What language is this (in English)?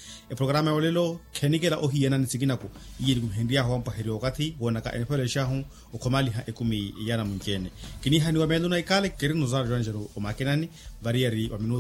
Makhuwa